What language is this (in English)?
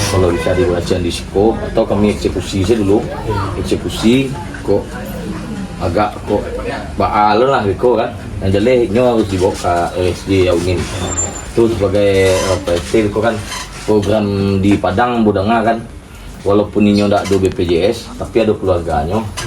Minangkabau